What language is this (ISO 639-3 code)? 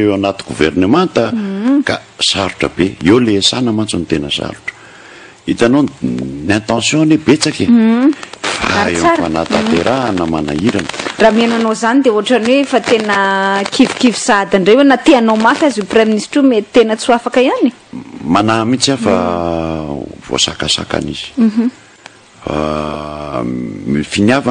mlg